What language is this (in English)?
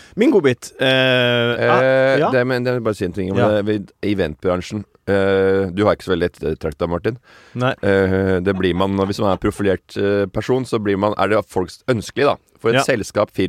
Norwegian